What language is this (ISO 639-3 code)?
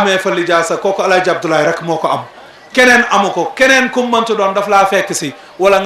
wol